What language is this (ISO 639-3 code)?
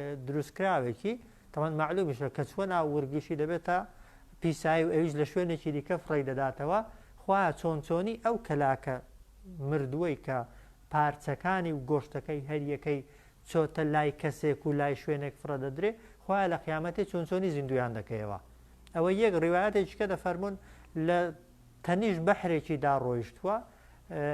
ckb